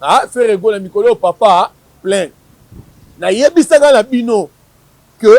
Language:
Lingala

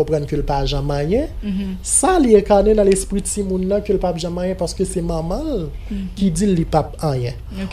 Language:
Haitian Creole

